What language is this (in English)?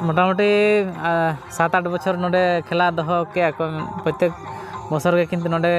Santali